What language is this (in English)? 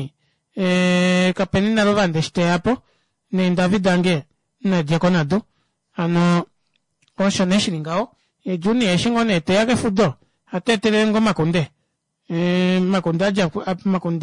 Kuanyama